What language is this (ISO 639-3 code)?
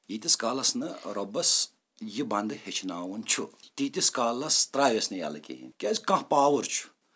kas